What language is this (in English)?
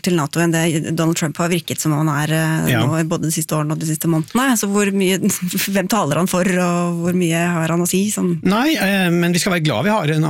Norwegian